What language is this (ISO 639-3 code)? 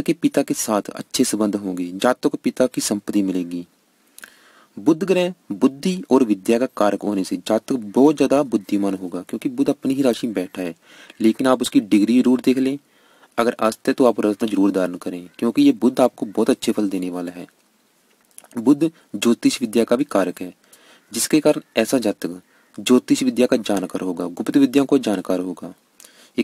hin